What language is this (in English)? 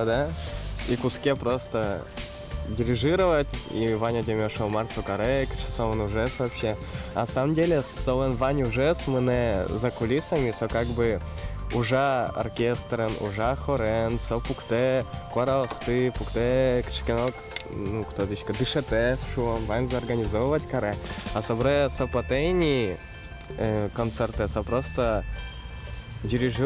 Udmurt